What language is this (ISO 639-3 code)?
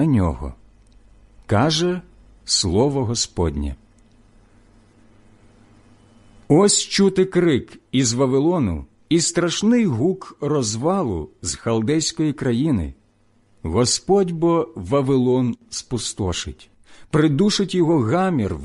ukr